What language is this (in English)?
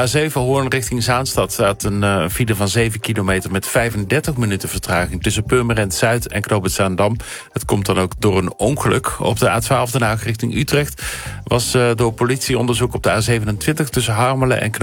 Dutch